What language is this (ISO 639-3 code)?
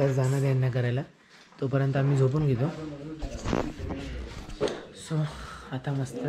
mar